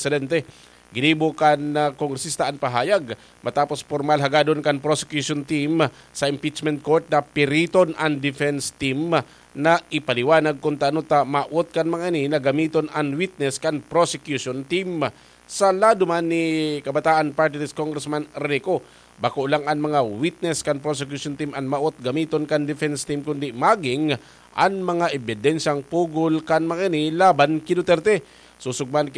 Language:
Bikol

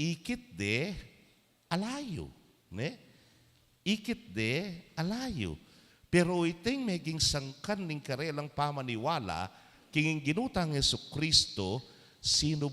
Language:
Pampanga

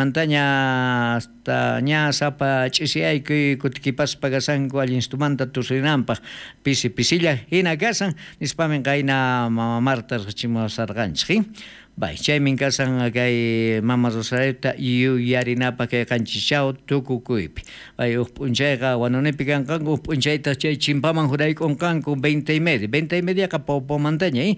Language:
South Bolivian Quechua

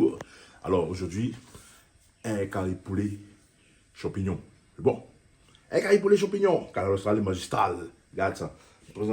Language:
Réunion Creole French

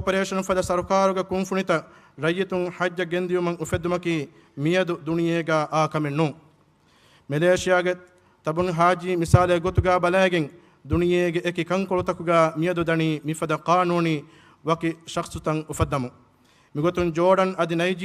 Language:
Divehi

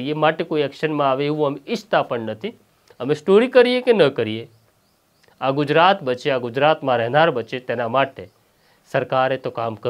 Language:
Gujarati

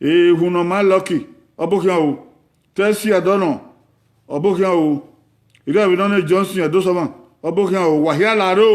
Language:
Bini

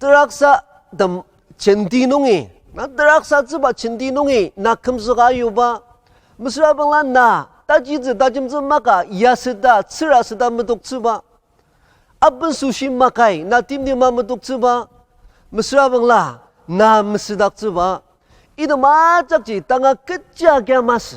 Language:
Ao Naga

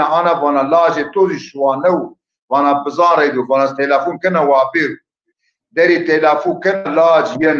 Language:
Zaza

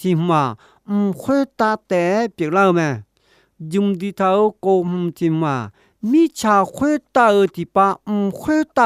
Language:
Akha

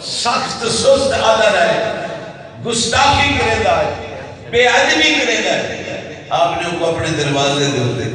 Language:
Saraiki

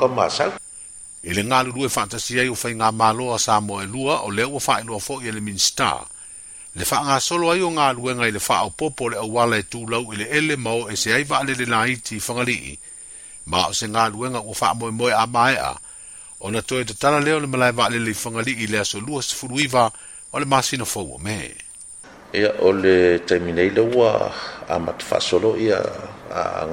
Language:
Samoan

